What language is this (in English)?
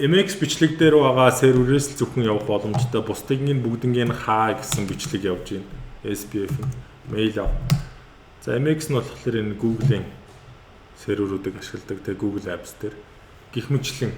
Mongolian